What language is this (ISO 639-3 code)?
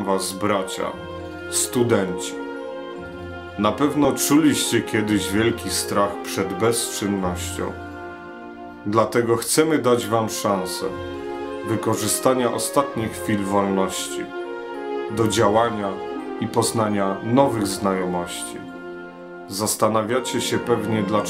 pol